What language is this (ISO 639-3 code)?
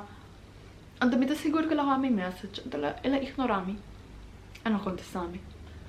pap